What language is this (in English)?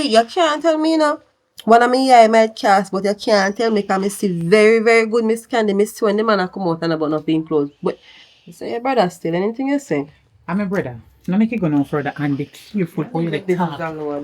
Jamaican Creole English